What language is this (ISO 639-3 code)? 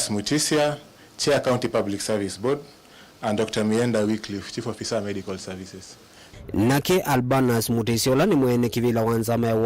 kam